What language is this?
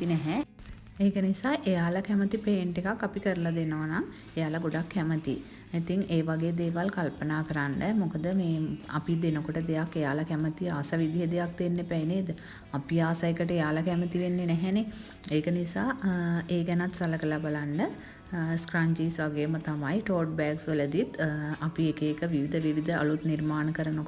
Sinhala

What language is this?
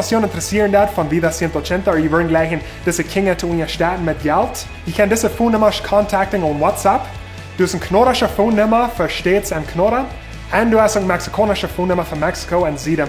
Plautdietsch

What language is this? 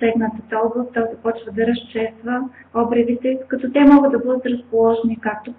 Bulgarian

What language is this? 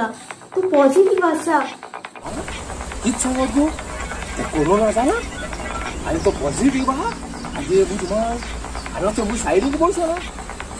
Konkani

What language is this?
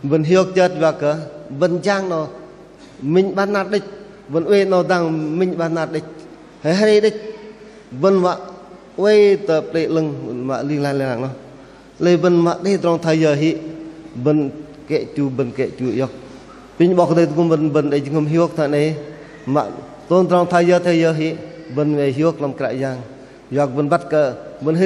Bahnar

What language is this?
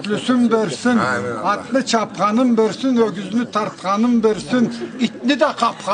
Karachay-Balkar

